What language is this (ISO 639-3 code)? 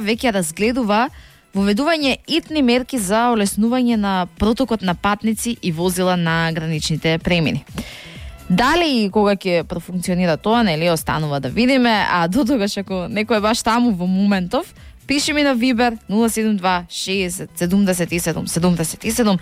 mkd